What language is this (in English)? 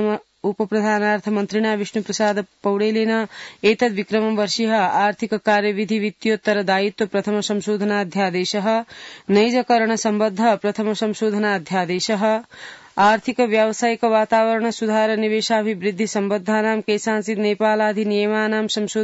Sanskrit